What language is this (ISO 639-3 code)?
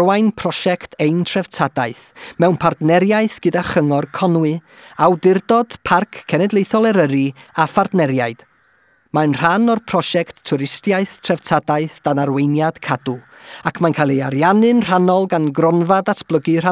cym